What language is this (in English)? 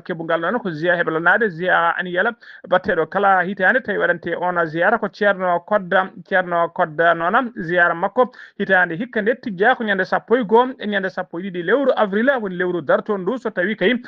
Fula